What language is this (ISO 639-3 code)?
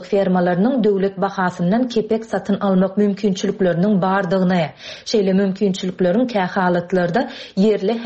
tuk